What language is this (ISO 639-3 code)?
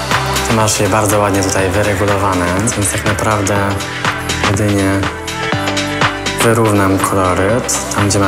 pol